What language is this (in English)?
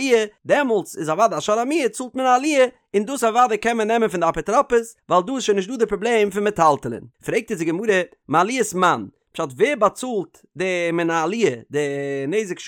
Yiddish